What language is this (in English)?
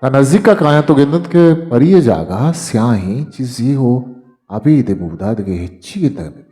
Eastern Balochi